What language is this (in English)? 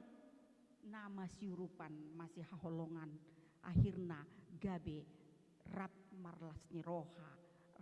Batak Toba